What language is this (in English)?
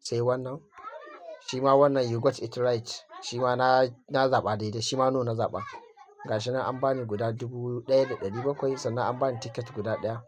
Hausa